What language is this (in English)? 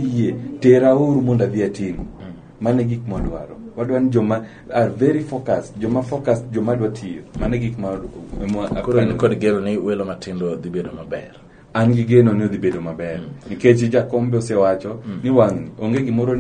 Luo (Kenya and Tanzania)